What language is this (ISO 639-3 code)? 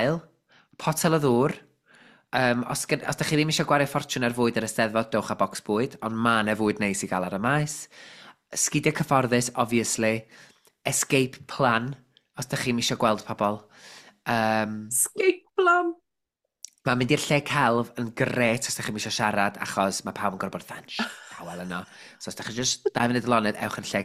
cym